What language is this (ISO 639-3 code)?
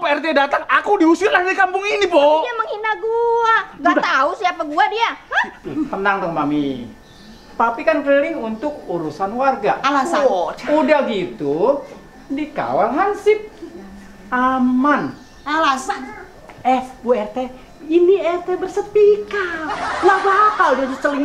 bew